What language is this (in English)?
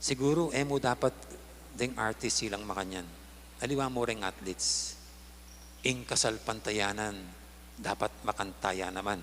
Pampanga